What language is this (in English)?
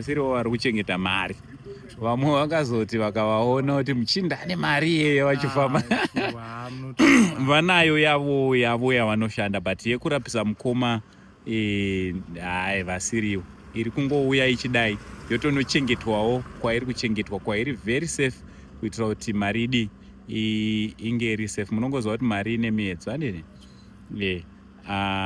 Shona